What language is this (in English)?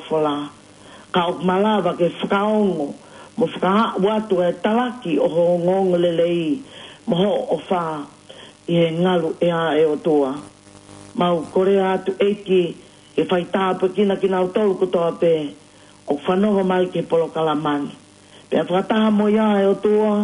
Tongan